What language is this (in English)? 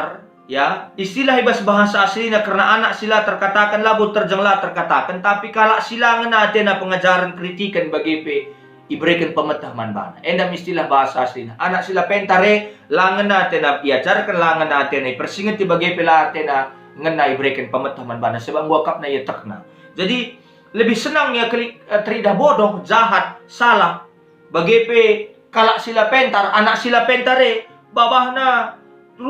Batak Karo